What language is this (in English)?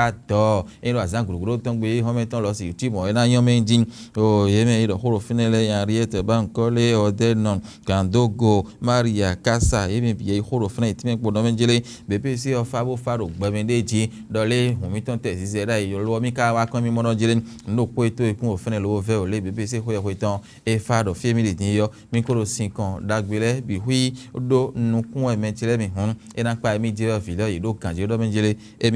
Fon